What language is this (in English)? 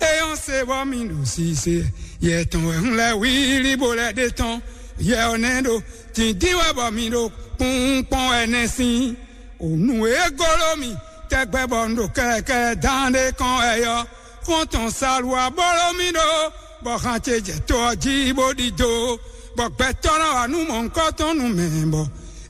Fon